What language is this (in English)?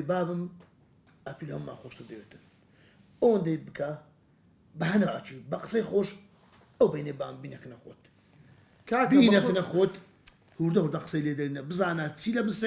Central Kurdish